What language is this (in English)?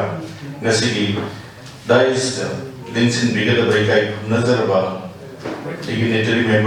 Manipuri